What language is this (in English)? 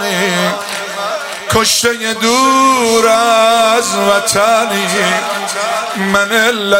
Persian